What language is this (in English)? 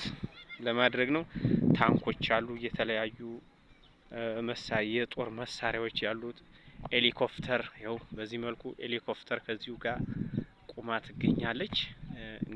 Amharic